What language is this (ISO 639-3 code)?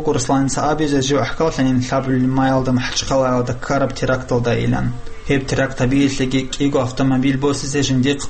ava